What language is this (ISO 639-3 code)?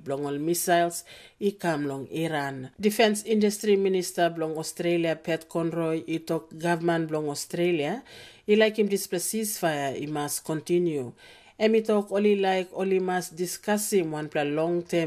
tpi